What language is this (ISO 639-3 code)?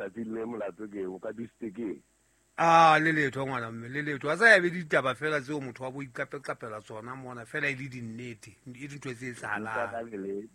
sot